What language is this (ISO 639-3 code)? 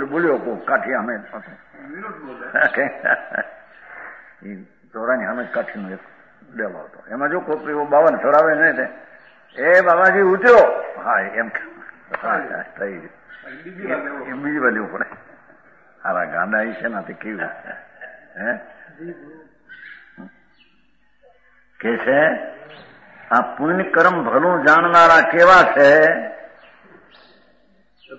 guj